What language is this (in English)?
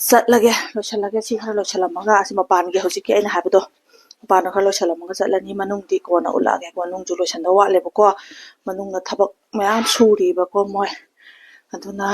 Manipuri